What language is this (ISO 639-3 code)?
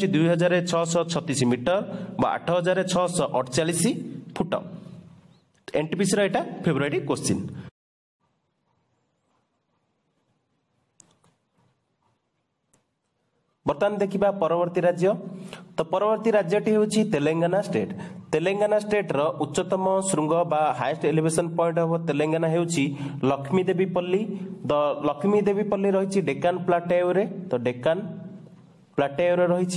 ori